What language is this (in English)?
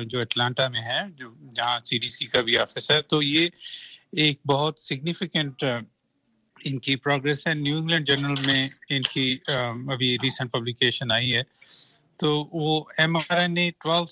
Urdu